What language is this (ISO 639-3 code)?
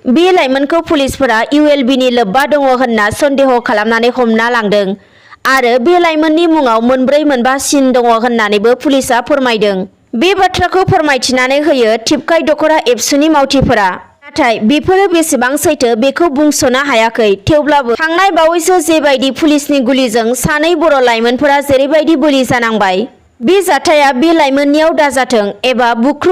brx